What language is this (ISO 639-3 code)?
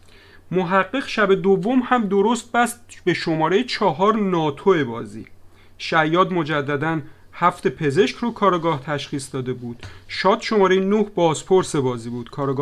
fas